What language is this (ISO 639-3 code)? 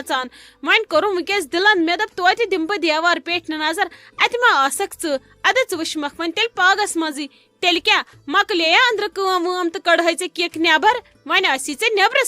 kas